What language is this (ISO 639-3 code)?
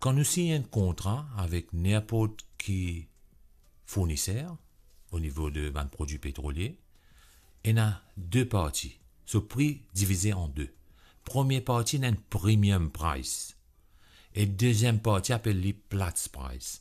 mfe